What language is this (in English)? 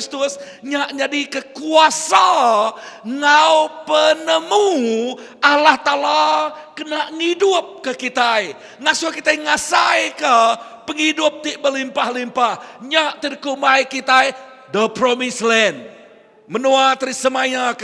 Iban